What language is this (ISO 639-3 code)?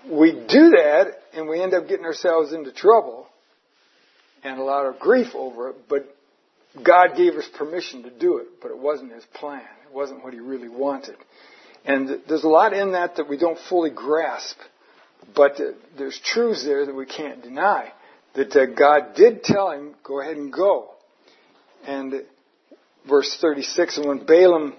eng